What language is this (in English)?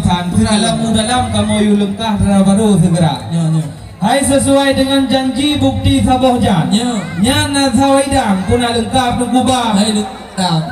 Achinese